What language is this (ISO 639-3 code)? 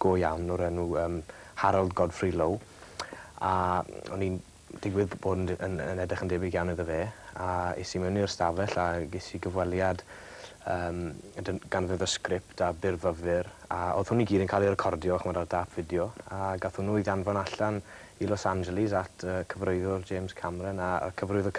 cym